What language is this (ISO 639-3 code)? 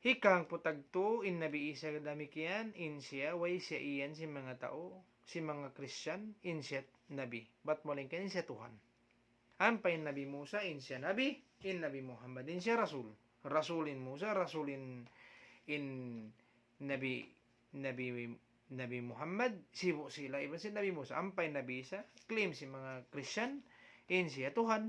tsg